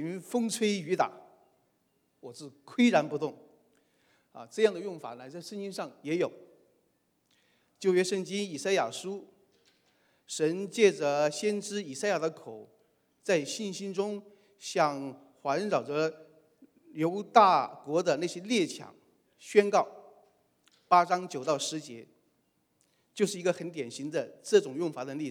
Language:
Chinese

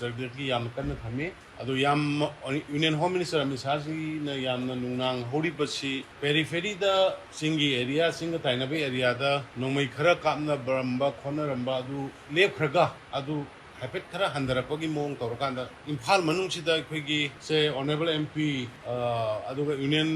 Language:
Manipuri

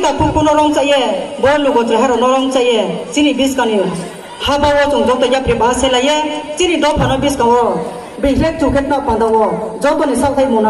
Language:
Riang (India)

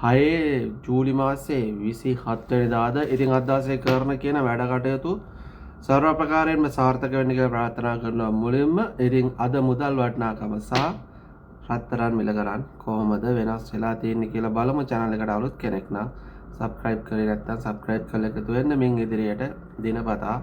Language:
Sinhala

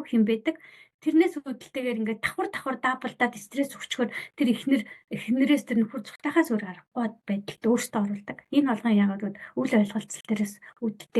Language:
Mongolian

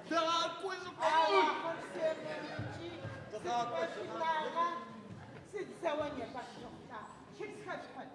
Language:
Adyghe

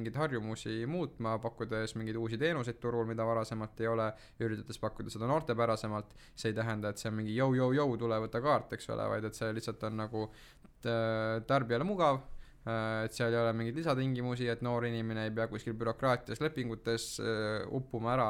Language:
Estonian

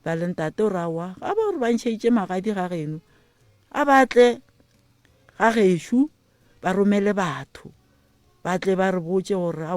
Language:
Northern Sotho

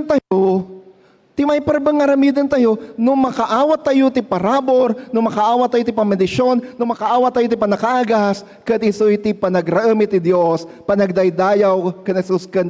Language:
Iloko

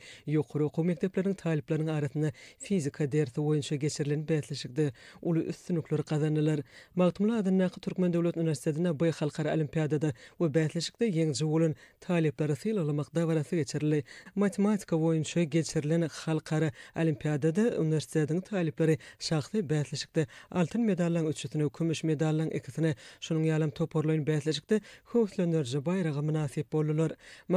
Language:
Turkmen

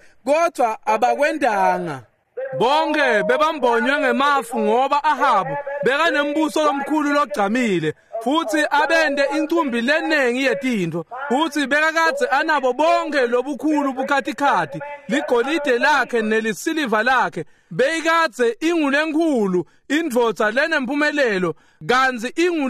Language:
Swati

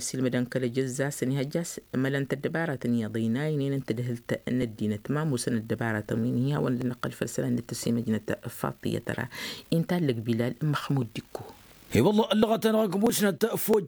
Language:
Tamasheq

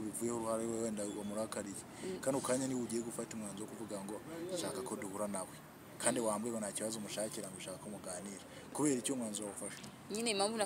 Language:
Kinyarwanda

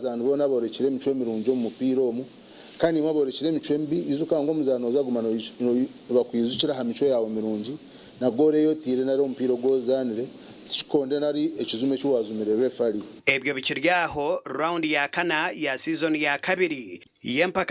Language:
Nyankole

